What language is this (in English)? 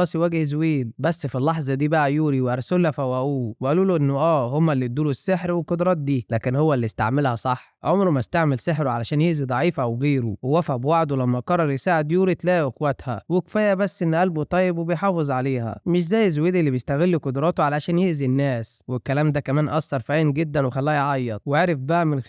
Egyptian Arabic